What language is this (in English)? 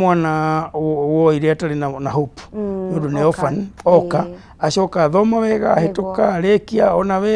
Kikuyu